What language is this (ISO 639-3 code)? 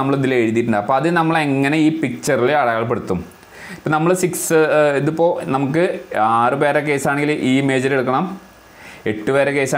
mal